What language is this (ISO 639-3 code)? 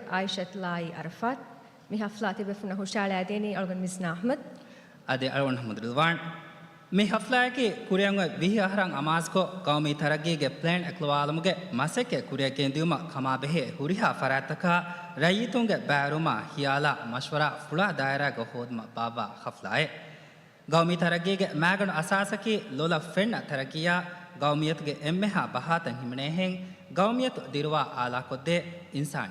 div